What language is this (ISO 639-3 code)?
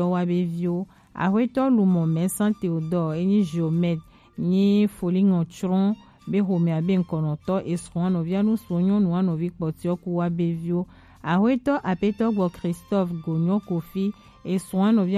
gej